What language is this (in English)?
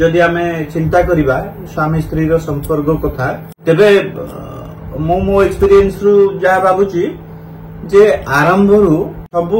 Odia